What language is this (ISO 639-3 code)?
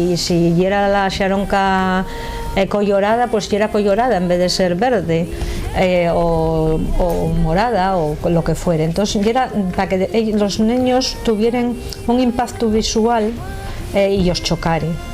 ast